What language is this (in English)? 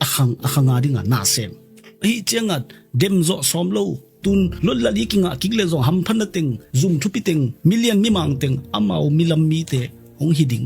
Tedim Chin